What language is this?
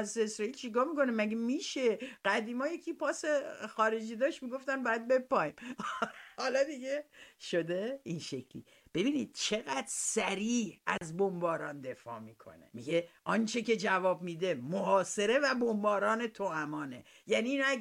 Persian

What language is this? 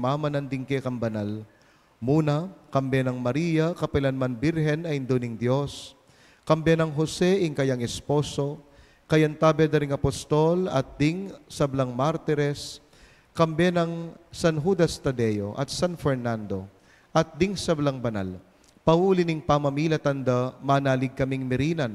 Pampanga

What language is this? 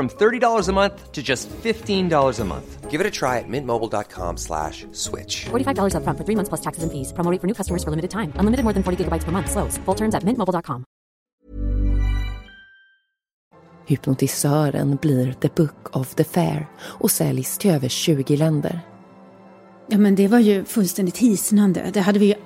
Swedish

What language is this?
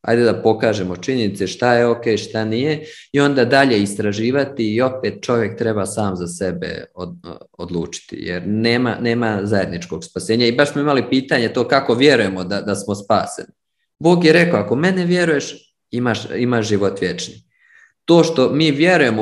Serbian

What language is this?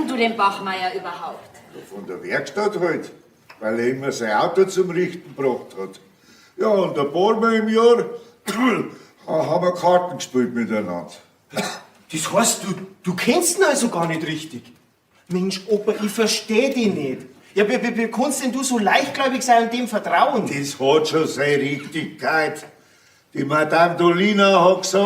Bavarian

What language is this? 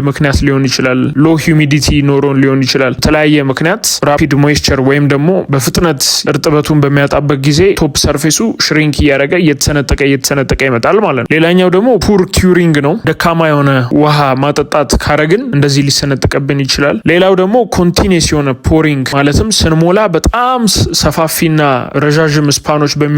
Amharic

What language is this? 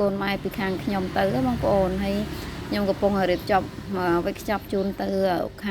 Khmer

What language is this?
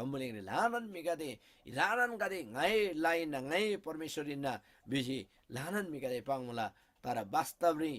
Eastern Tamang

